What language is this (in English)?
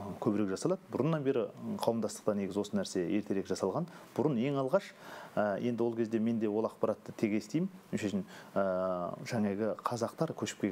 Kazakh